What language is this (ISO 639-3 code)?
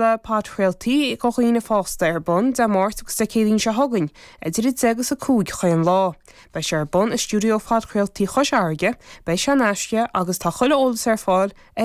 gle